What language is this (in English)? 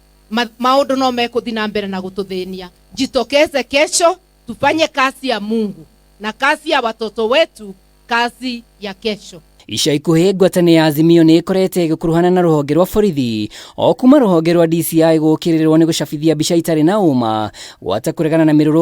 Kikuyu